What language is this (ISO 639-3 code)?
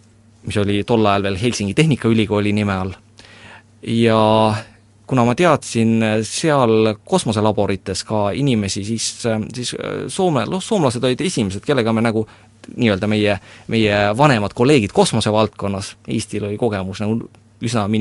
est